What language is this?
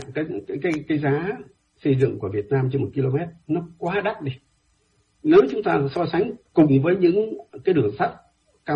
Vietnamese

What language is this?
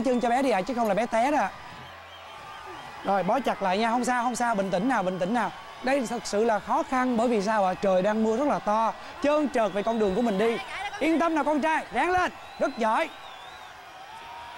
Vietnamese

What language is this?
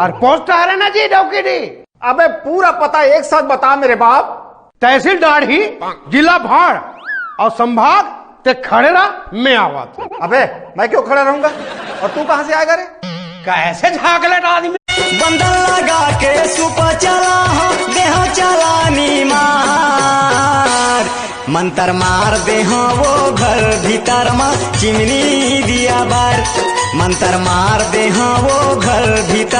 Chhattisgarhi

